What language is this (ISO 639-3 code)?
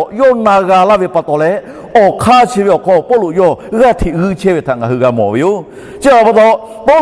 lhu